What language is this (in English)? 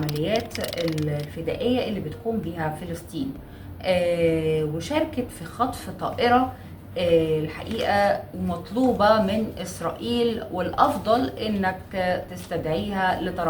Egyptian Arabic